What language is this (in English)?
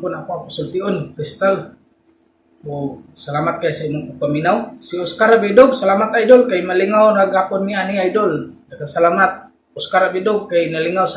Cebuano